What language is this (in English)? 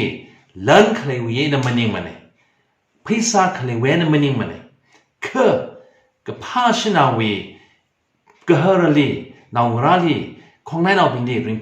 Tangkhul Naga (India)